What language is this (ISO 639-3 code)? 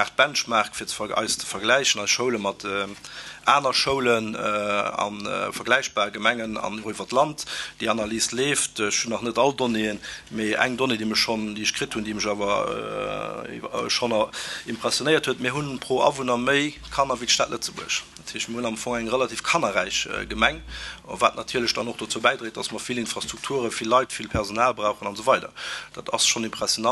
ltz